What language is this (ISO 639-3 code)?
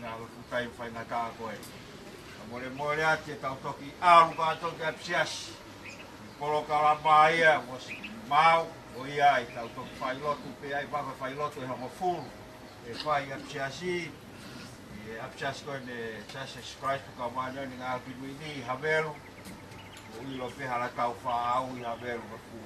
ton